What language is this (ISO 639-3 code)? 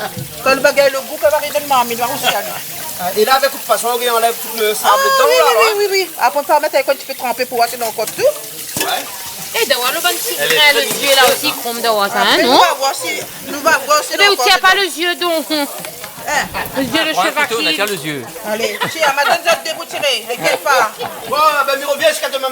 rcf